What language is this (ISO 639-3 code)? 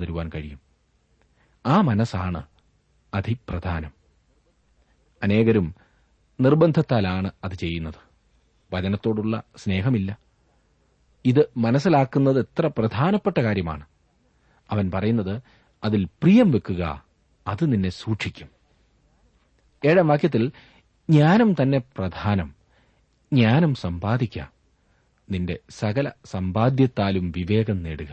mal